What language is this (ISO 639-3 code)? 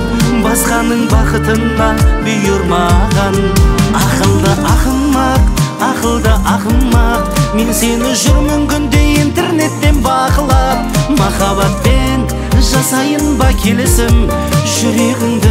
kaz